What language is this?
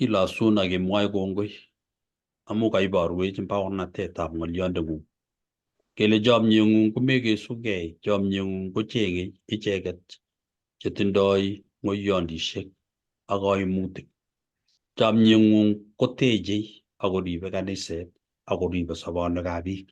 Kalenjin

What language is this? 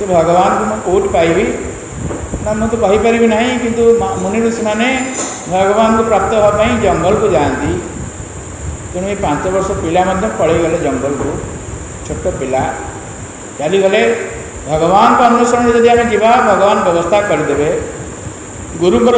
Odia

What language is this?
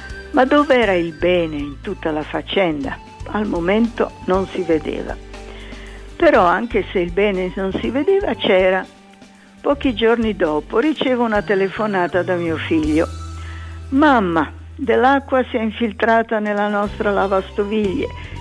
Italian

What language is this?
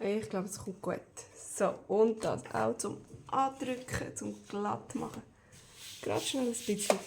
Swiss German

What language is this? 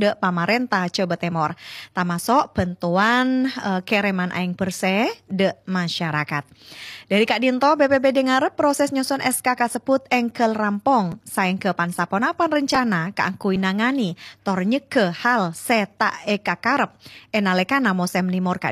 Madurese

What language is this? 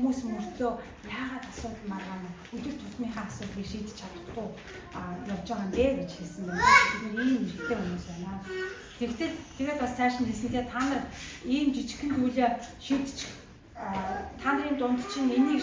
Mongolian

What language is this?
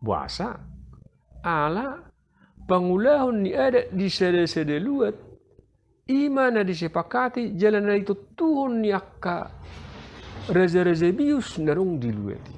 Batak Toba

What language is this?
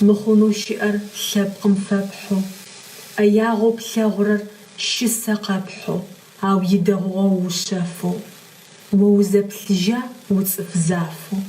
Adyghe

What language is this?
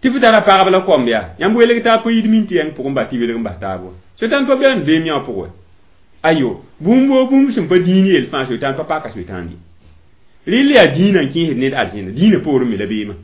Mossi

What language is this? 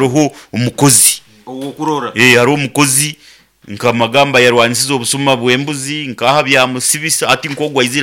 Nyoro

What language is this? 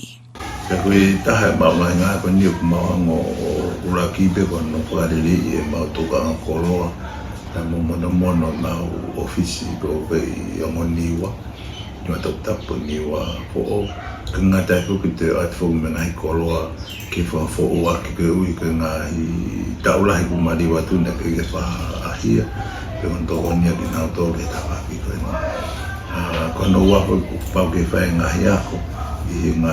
Tongan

